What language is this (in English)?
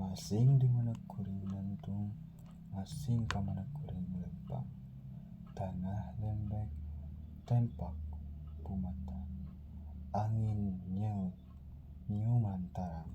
Sundanese